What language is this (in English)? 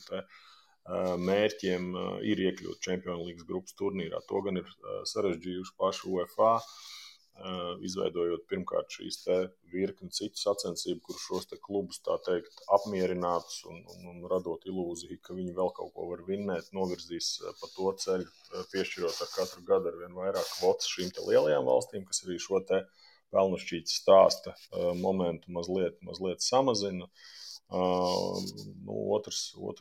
Latvian